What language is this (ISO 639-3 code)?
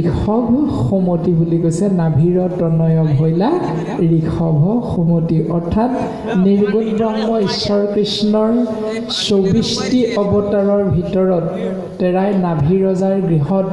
asm